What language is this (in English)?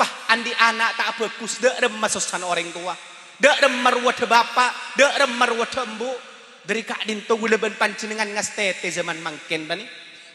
Madurese